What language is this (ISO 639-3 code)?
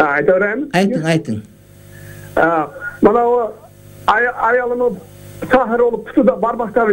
kir